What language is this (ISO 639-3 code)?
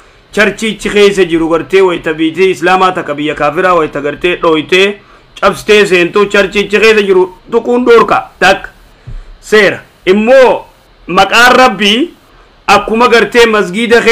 orm